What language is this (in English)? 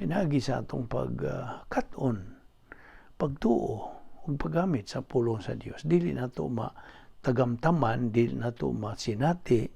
Cebuano